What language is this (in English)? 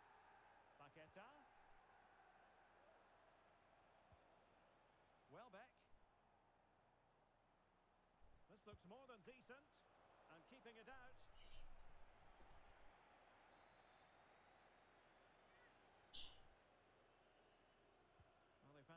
Danish